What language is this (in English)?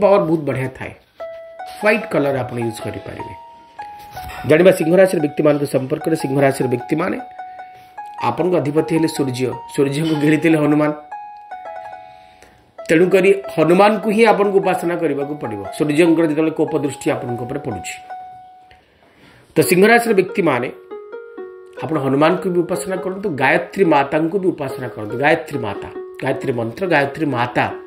Odia